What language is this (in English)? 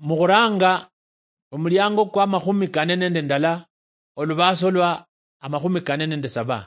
Luyia